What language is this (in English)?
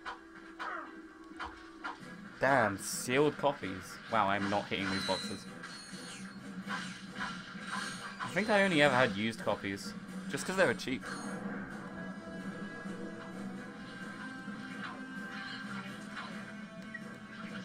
English